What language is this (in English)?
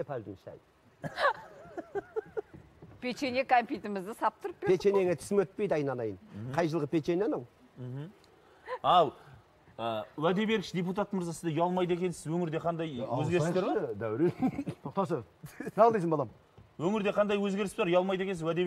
Kazakh